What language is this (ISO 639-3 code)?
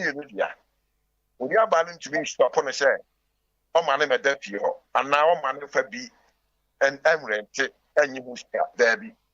aka